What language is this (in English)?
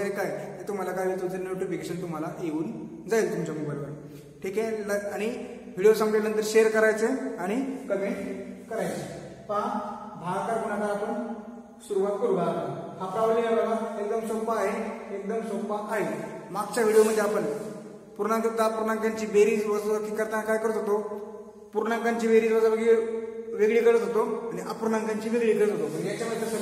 Marathi